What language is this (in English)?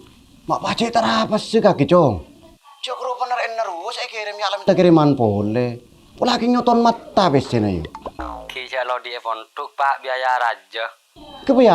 Madurese